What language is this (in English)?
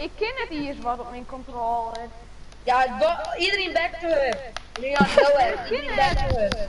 Western Frisian